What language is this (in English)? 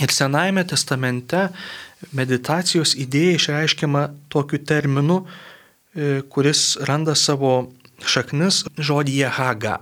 Lithuanian